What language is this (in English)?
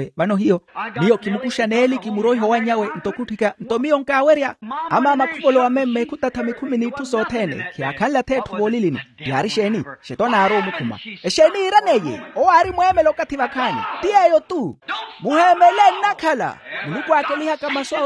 Makhuwa